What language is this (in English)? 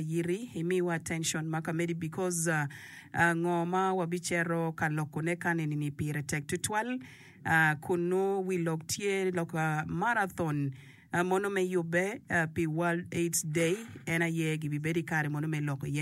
Acoli